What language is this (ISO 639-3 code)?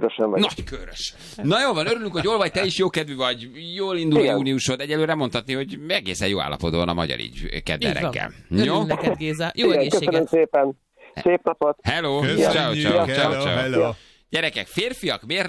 hun